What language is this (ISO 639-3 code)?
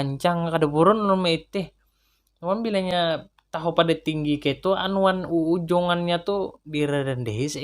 bjn